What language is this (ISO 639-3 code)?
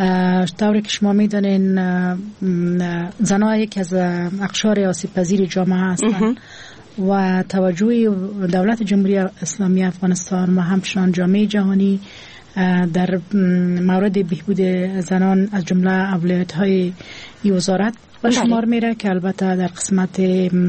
fas